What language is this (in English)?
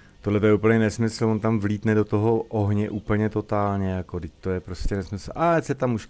Czech